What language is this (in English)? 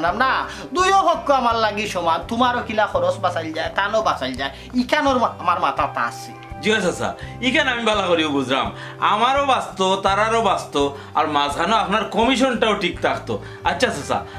Sylheti